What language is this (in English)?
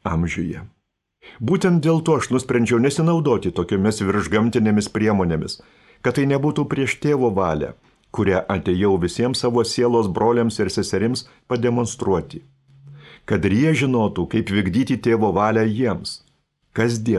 Lithuanian